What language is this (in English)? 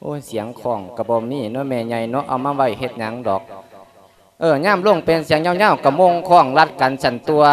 Lao